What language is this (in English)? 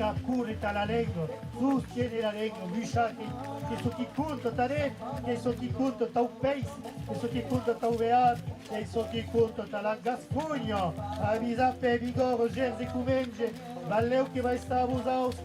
Occitan